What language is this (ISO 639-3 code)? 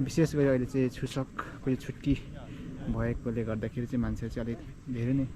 nep